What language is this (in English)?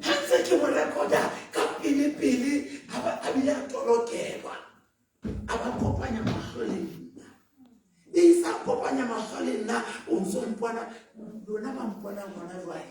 Southern Sotho